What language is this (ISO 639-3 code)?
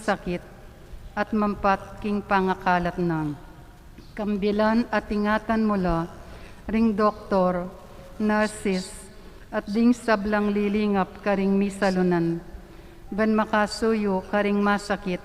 pam